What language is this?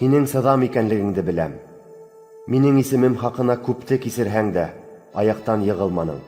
Bashkir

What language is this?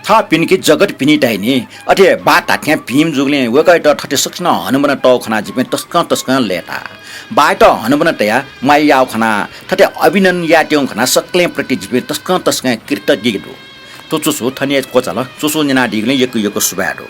Newari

